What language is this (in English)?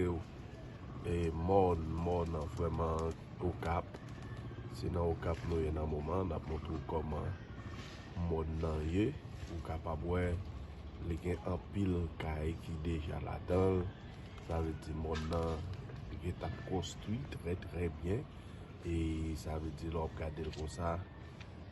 Haitian Creole